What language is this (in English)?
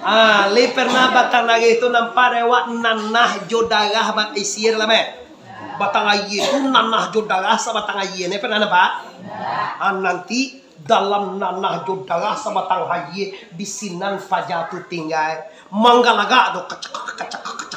Minangkabau